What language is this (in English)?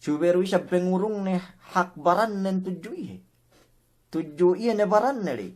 Yakan